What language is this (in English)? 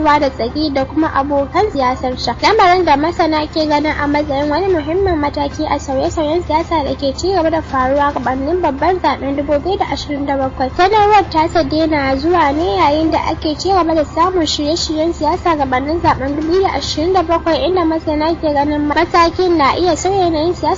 Hausa